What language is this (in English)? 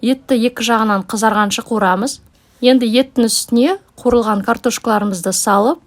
Kazakh